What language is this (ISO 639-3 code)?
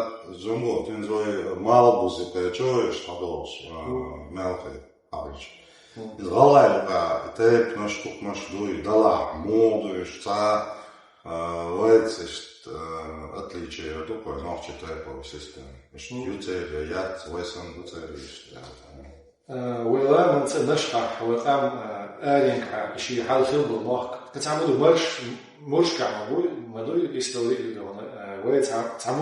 che